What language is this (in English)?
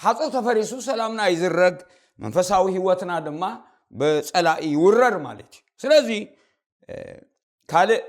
Tigrinya